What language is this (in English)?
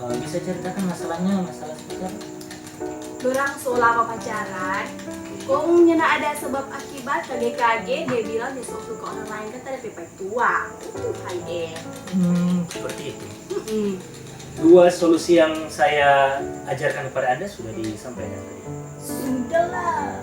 Manado Malay